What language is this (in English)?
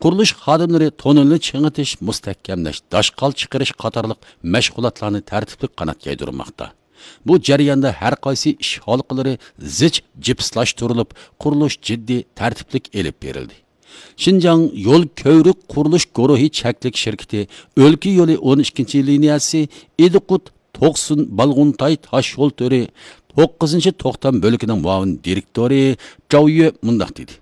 Uyghur